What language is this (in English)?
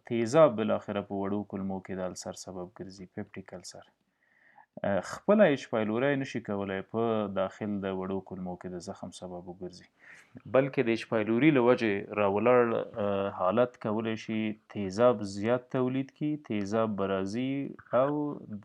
Pashto